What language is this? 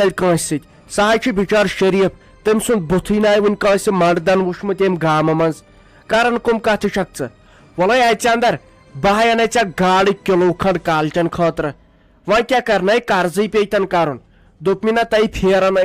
Kashmiri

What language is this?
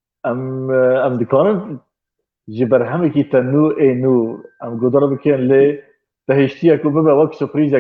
Kurdish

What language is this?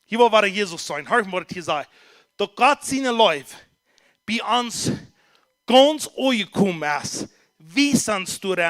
Plautdietsch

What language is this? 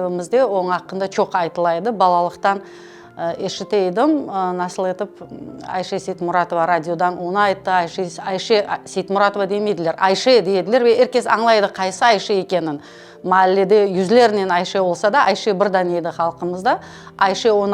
Crimean Tatar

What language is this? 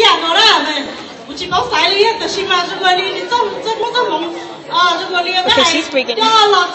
Hmong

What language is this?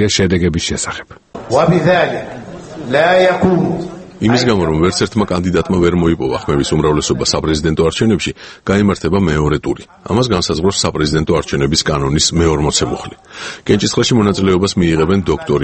Georgian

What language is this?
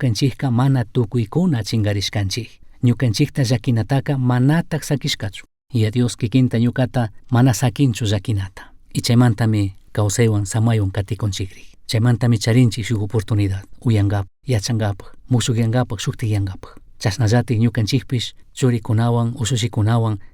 Chimborazo Highland Quichua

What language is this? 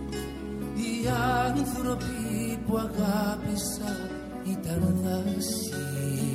Greek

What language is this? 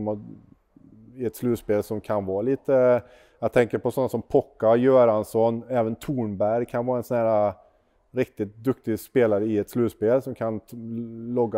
Swedish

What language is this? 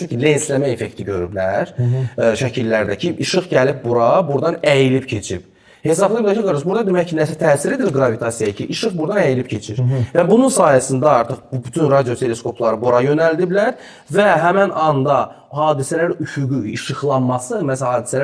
Azerbaijani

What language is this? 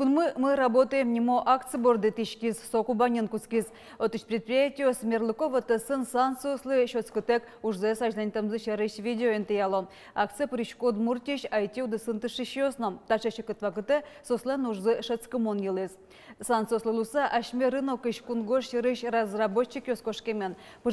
Udmurt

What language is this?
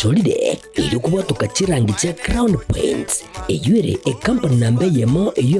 Gusii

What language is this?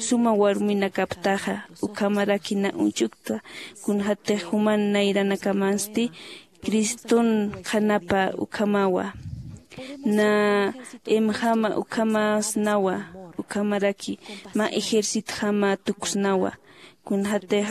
Aymara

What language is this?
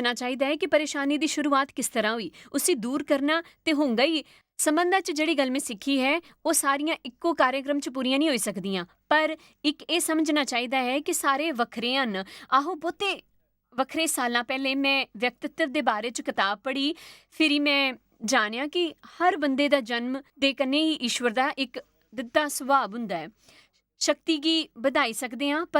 Dogri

